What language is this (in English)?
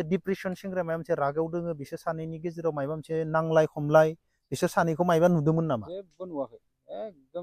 Bodo